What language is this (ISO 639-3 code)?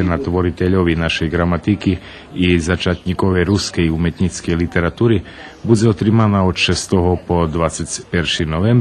rue